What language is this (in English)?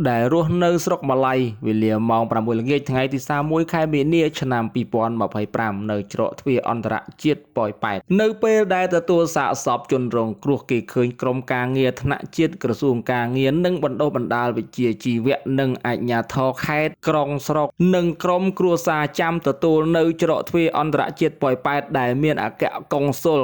Khmer